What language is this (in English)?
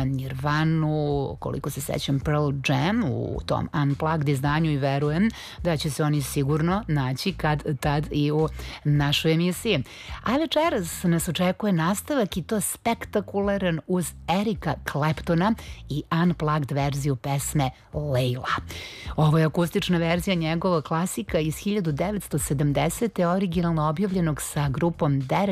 Serbian